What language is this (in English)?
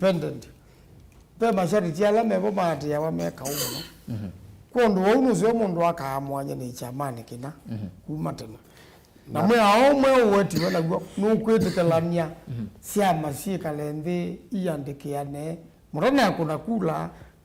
Kamba